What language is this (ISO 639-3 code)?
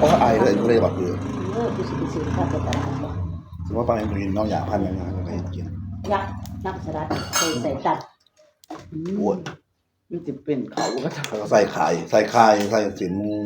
tts